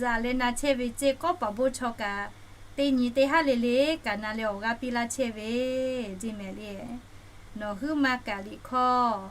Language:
Lahu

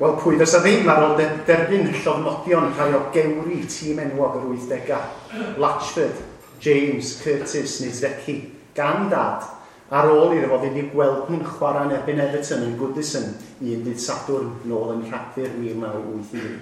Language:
Welsh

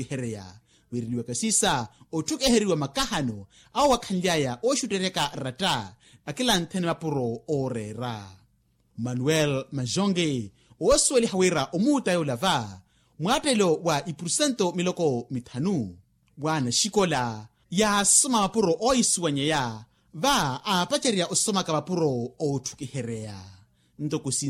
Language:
Makhuwa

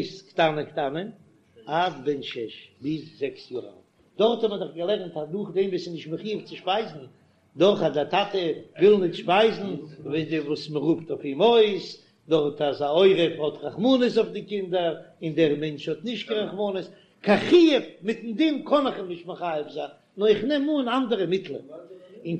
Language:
Yiddish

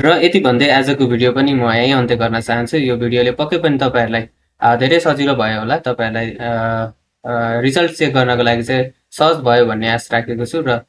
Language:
Nepali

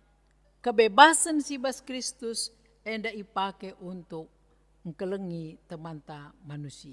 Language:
Batak Karo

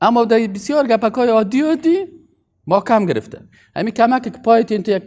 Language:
Persian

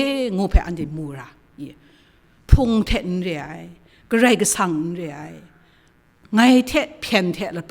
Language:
Kachin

